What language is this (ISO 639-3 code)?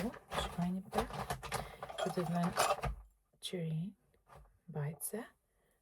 sqi